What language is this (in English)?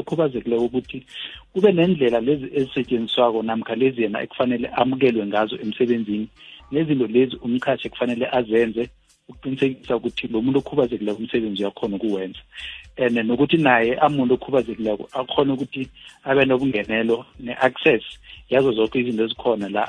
South Ndebele